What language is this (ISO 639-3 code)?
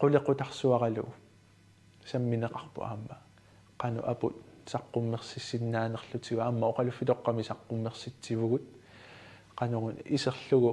kal